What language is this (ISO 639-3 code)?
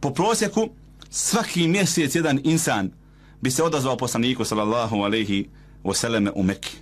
bos